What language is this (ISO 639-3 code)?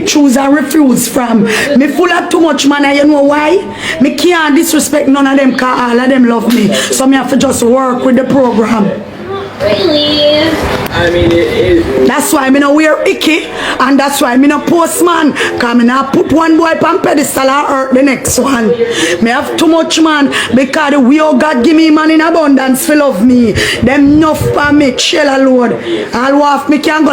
jam